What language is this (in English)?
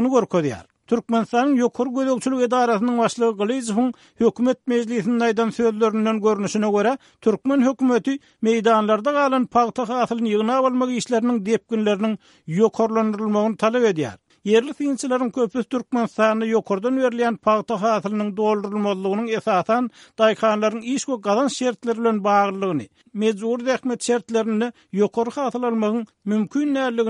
Turkmen